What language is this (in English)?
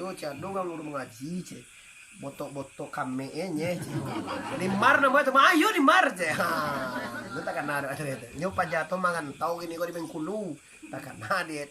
Minangkabau